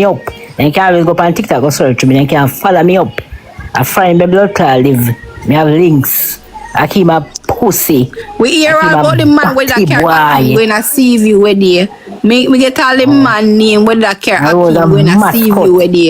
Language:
Jamaican Creole English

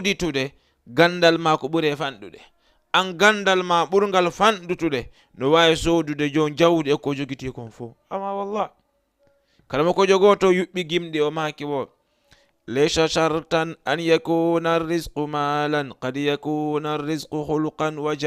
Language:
Fula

